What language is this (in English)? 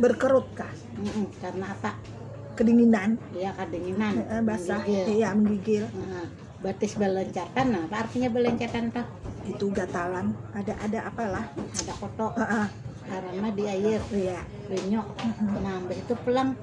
Banjar